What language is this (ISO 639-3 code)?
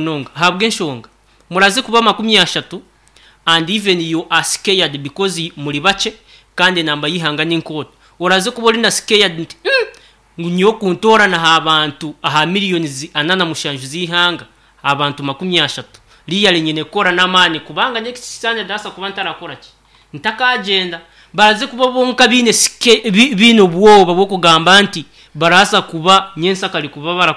nyn